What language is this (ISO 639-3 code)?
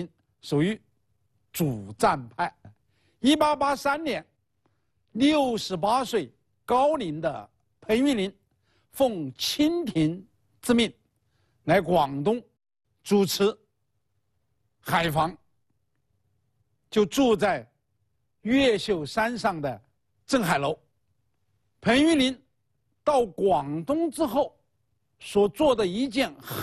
zho